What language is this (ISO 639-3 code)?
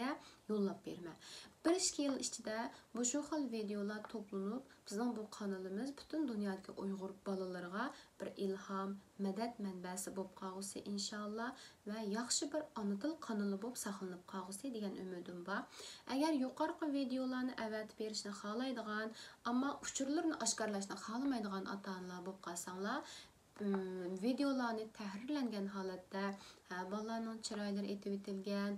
uig